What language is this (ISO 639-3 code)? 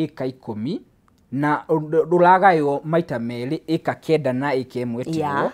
kik